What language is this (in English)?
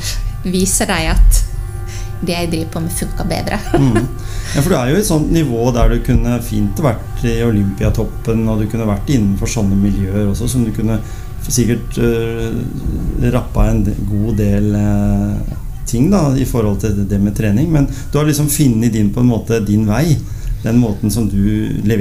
Norwegian